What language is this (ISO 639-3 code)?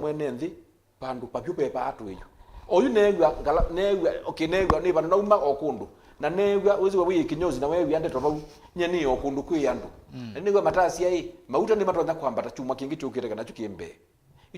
kam